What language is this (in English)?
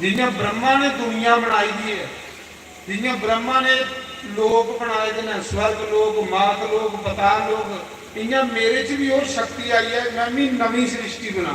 Dogri